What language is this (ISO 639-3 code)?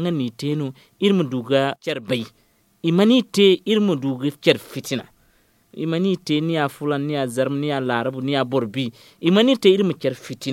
dje